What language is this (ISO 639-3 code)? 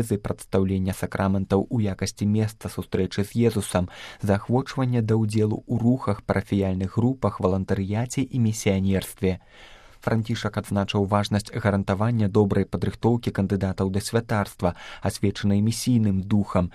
bel